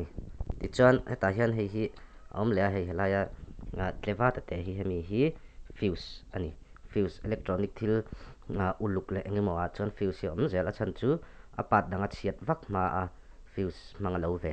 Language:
Mizo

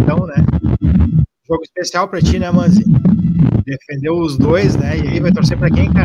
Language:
Portuguese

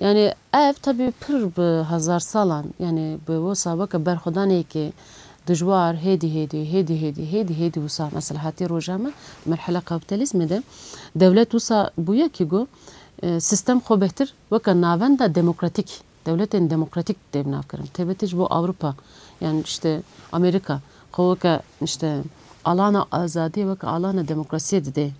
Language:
Kurdish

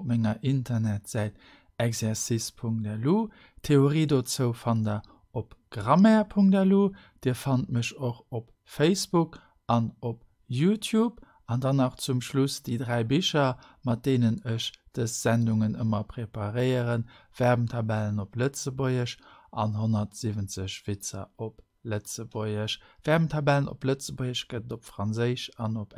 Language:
Luxembourgish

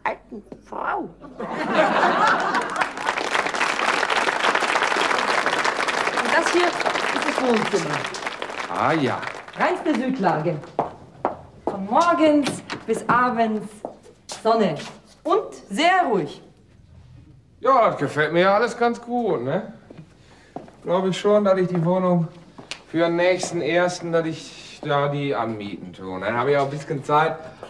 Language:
German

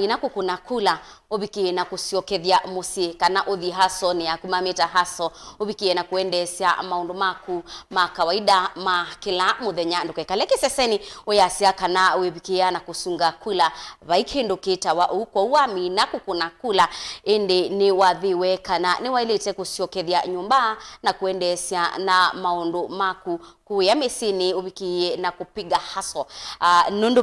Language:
Kamba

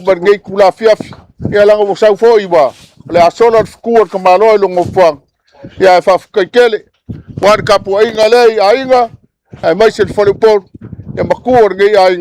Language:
Samoan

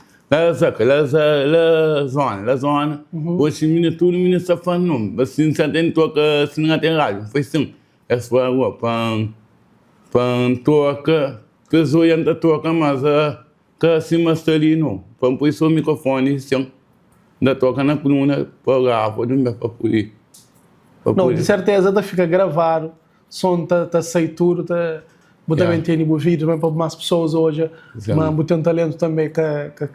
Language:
Kabuverdianu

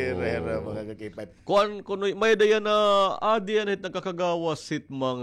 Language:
Waray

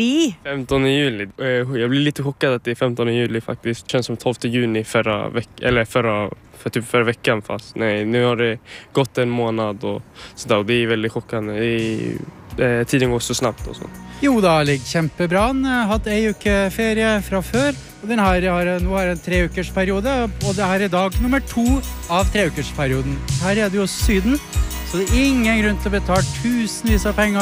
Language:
Norwegian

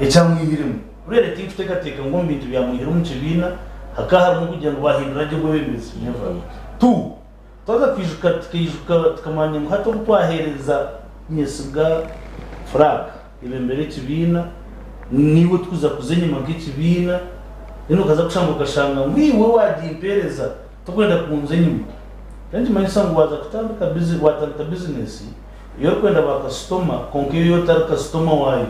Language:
Nyankole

